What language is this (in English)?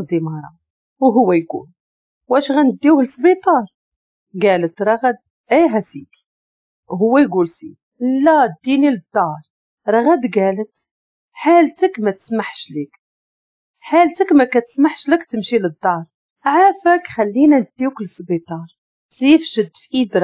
Moroccan Arabic